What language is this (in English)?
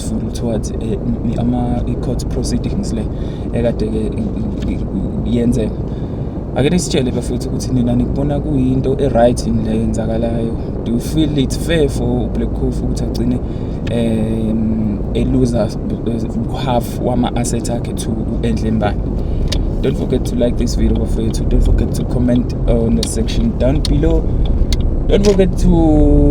Zulu